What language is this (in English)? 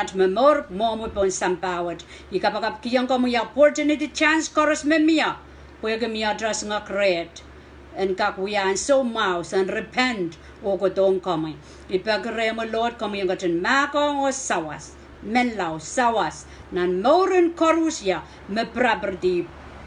Pohnpeian